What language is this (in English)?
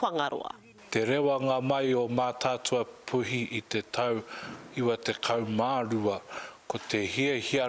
Māori